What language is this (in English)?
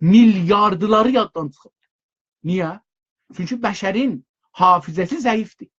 South Azerbaijani